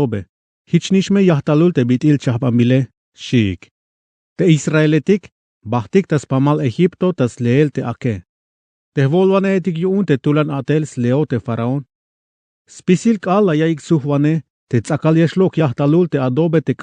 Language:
Tzeltal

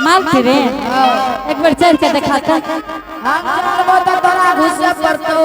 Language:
Angika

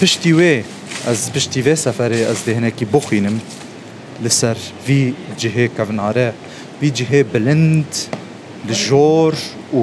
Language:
Kurdish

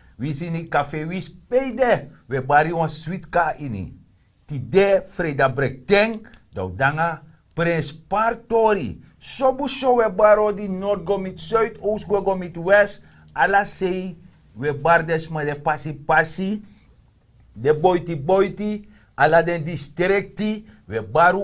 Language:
Sranan Tongo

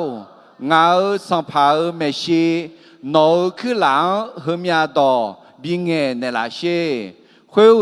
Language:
Akha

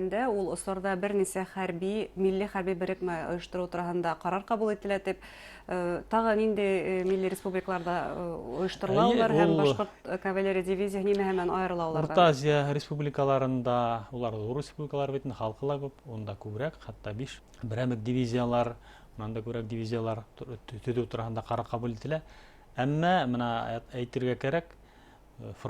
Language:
Bashkir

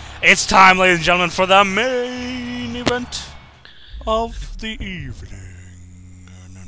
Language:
English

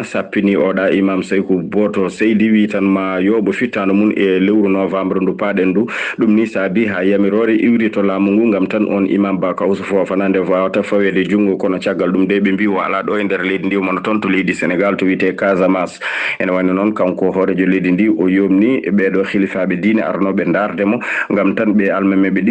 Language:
Fula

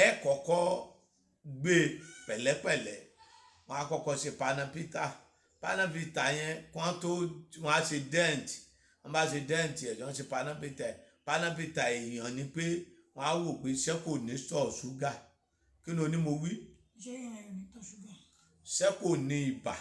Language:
Yoruba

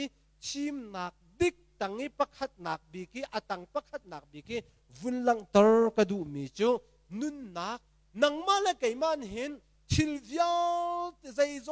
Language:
Hakha Chin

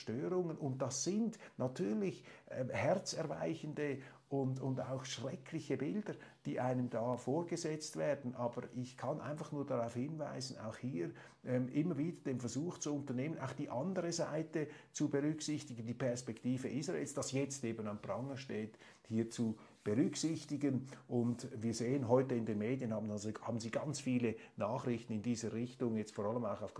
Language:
German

